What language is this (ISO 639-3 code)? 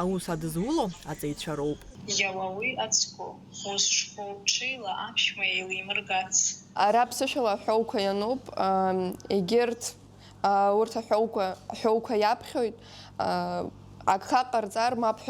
abk